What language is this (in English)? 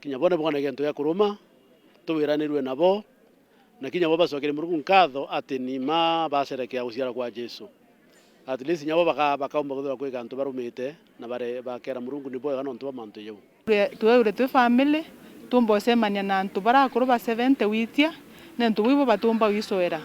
Meru